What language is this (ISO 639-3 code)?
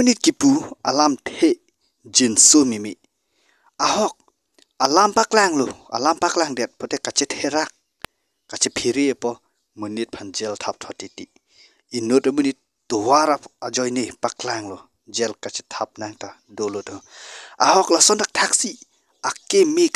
mjw